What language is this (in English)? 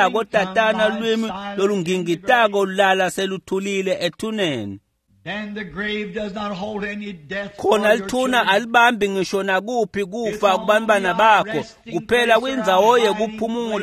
Swati